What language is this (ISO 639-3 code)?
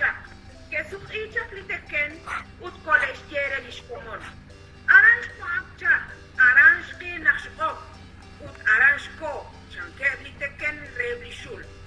kek